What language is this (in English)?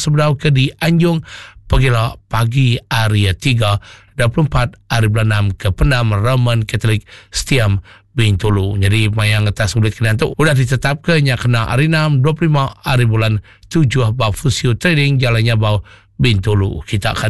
Iban